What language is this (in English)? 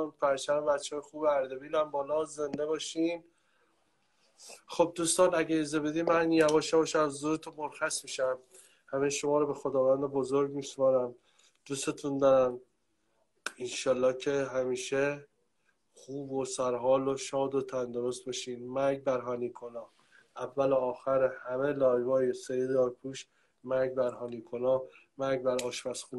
Persian